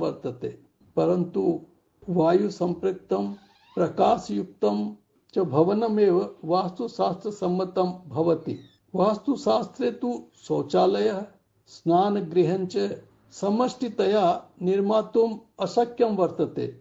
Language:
Sanskrit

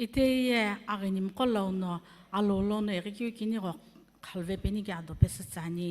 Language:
Sumi Naga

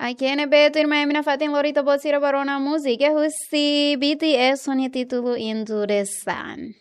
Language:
Tetum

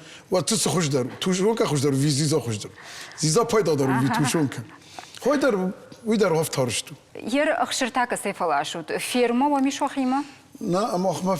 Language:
Ossetic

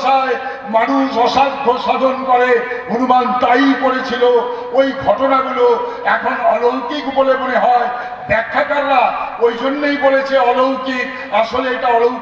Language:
Bangla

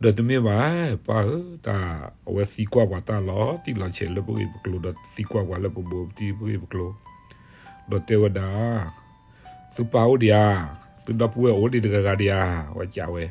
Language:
S'gaw Karen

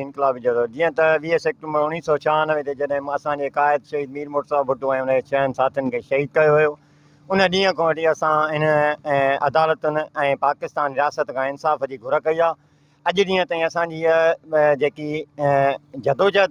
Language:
Sindhi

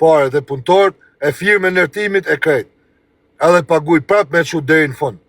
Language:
Albanian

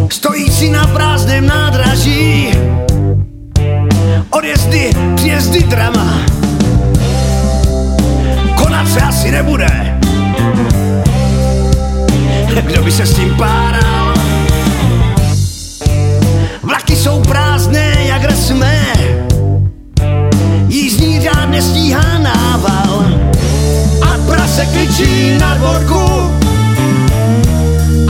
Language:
Czech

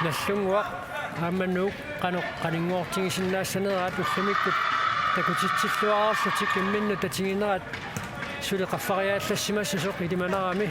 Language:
Kalaallisut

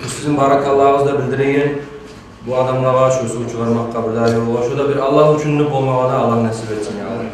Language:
Kumyk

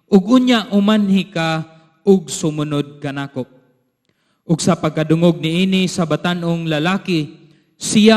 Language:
Cebuano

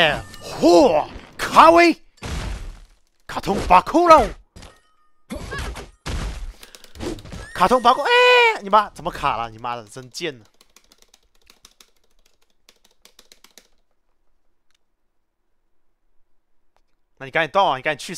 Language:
Chinese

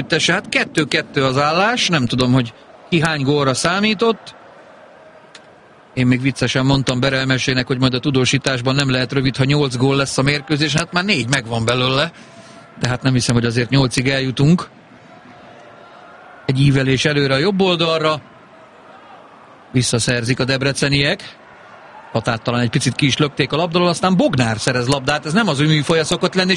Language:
Hungarian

